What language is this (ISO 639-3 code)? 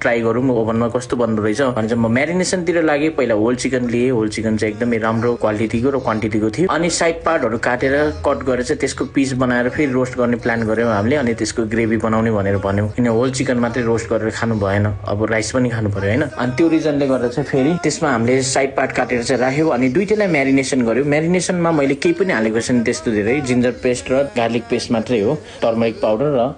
nep